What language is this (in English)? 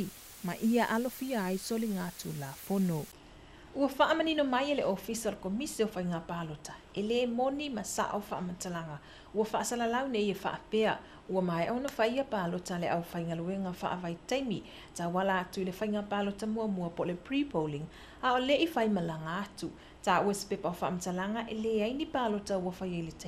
Samoan